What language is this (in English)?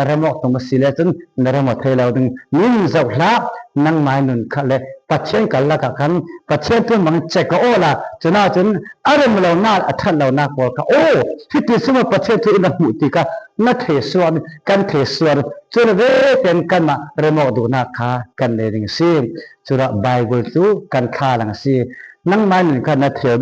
Falam Chin